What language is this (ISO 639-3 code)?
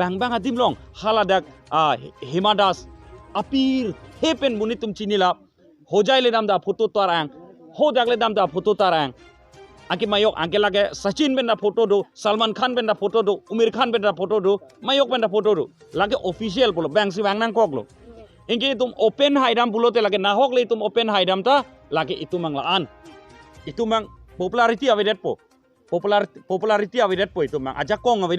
mjw